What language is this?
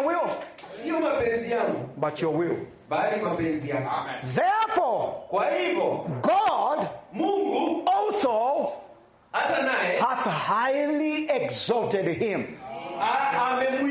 Swahili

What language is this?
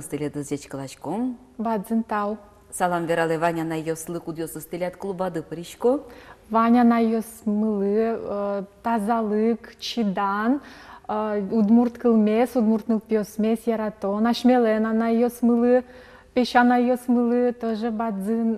Udmurt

